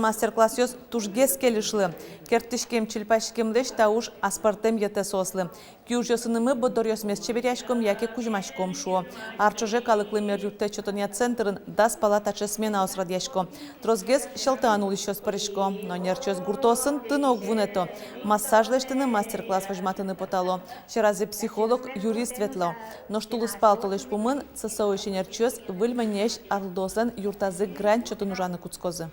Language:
Udmurt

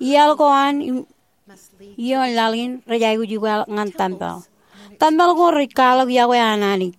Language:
Marshallese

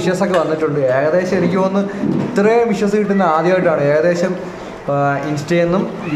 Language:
Malayalam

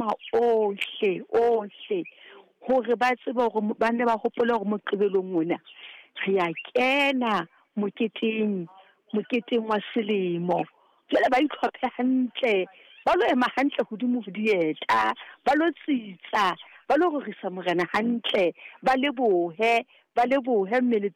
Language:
Southern Sotho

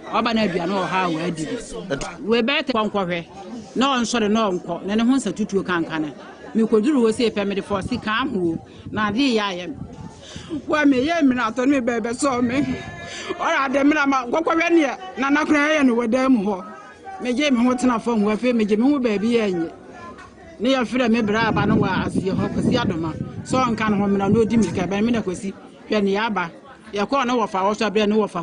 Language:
Akan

